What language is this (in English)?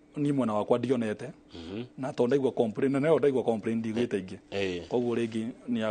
Kikuyu